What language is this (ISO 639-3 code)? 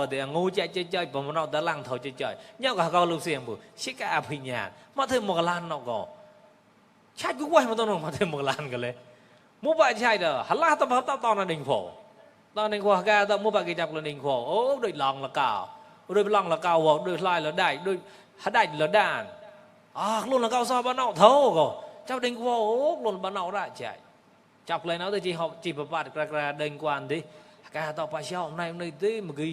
mnw